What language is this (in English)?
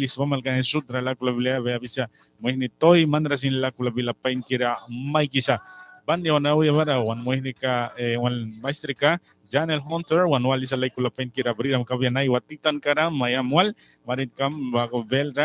Mískito